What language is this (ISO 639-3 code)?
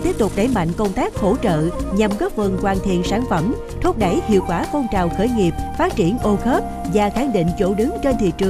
vie